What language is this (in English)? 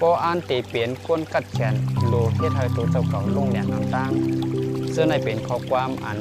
Shan